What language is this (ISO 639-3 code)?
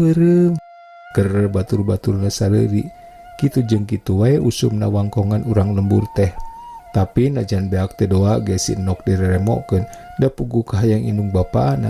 sun